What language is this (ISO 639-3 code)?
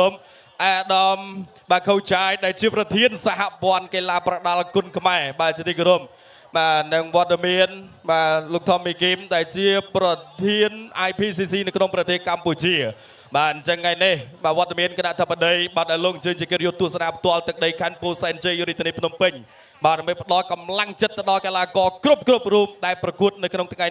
khm